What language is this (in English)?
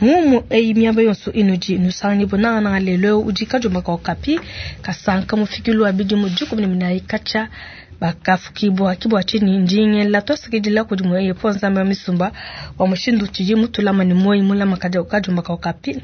Luba-Lulua